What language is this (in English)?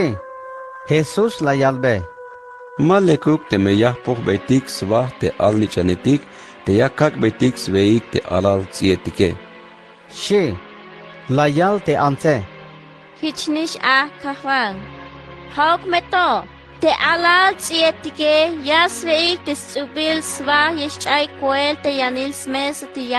Tzeltal